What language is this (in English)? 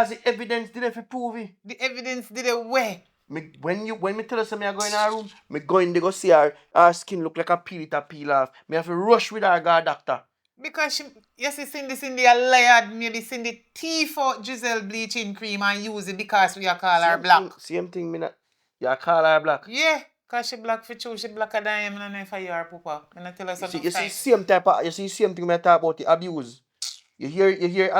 Jamaican Creole English